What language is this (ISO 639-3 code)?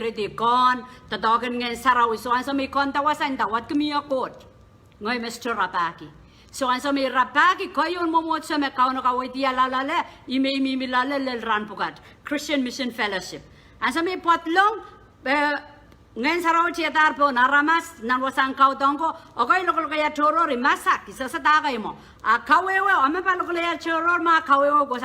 pon